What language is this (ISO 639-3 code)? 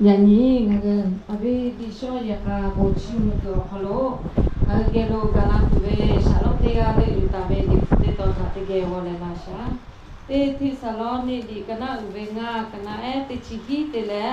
lhu